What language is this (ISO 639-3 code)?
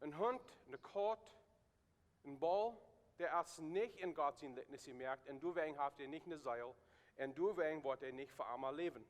pdt